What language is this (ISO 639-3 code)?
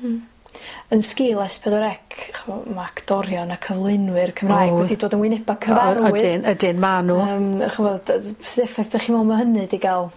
cym